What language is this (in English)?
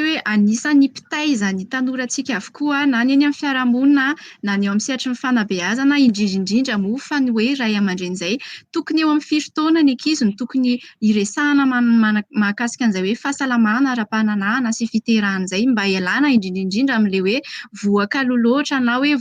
Malagasy